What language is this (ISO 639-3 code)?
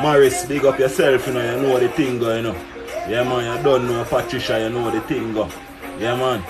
jam